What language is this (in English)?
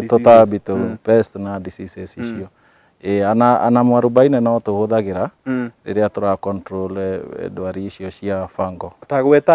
Kikuyu